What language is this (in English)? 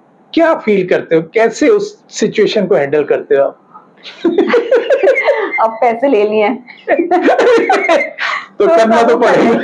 Hindi